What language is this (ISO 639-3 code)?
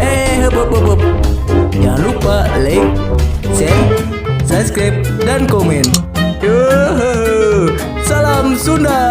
sun